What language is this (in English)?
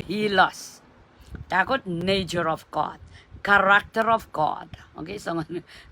Pohnpeian